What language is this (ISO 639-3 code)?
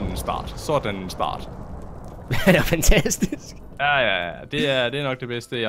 dan